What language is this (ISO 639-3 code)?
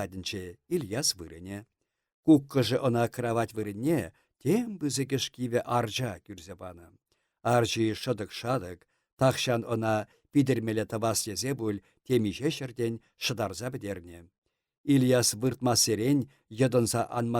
chv